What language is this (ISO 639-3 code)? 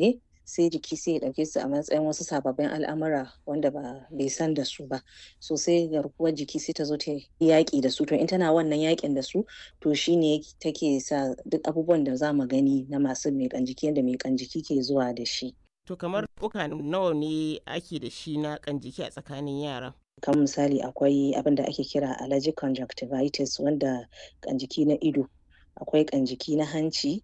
hau